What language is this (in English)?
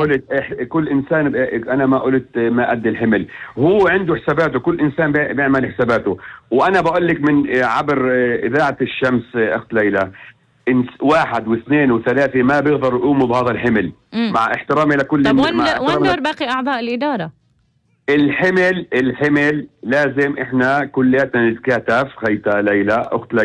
North Levantine Arabic